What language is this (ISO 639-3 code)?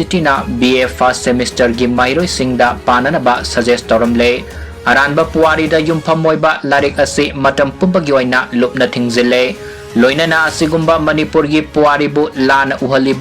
mni